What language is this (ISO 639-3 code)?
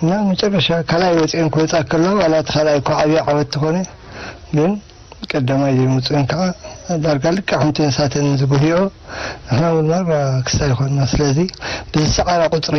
tir